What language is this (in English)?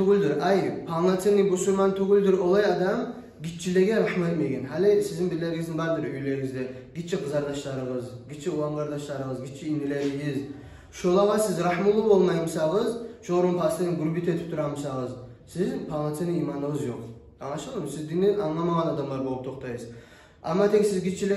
Kumyk